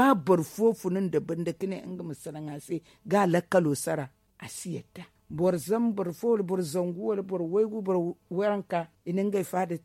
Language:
Zarma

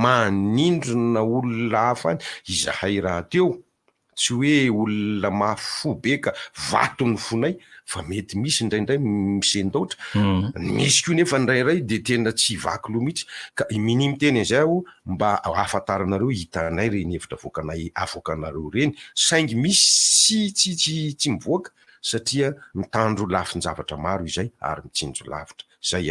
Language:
Malagasy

